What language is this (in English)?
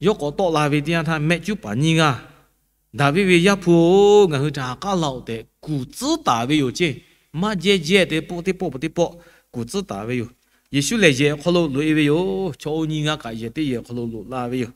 Lahu